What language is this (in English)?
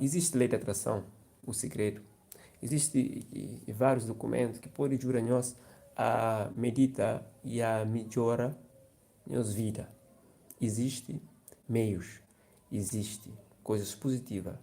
Kabuverdianu